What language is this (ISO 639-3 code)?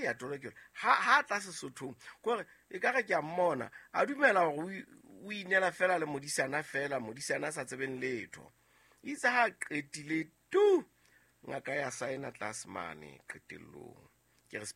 sot